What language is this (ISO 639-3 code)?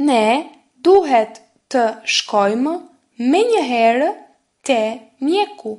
sqi